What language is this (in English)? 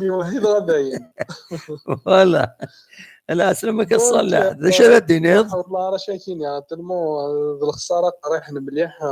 Kabyle